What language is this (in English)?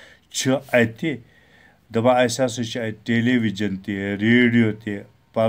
Kashmiri